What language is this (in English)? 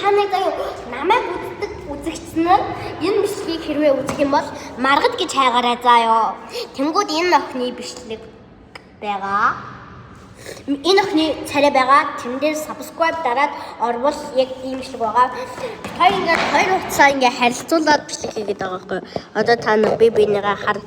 Mongolian